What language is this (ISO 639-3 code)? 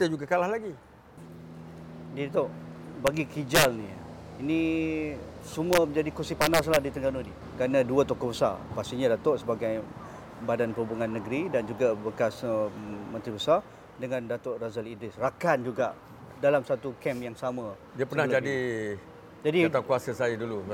msa